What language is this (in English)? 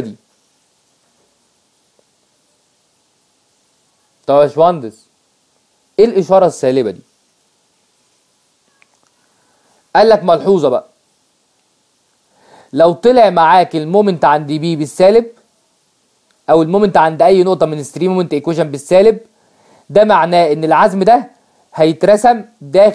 Egyptian Arabic